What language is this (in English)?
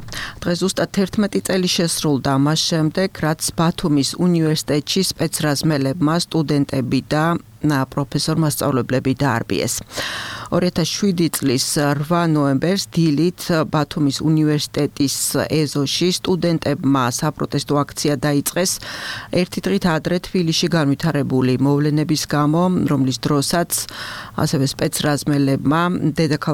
Georgian